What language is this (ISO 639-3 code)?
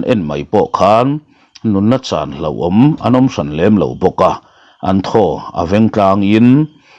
lus